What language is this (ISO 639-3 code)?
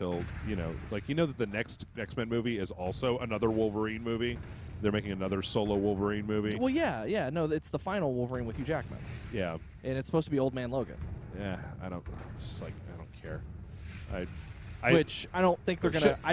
eng